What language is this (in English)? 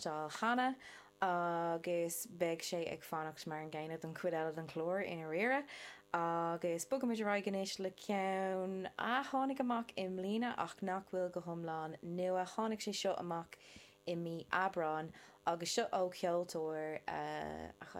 Irish